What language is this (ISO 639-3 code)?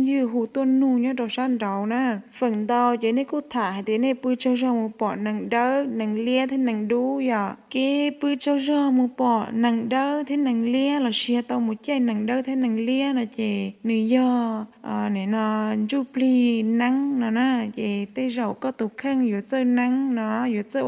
hmn